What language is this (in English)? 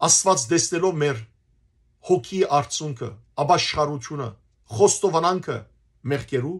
Western Armenian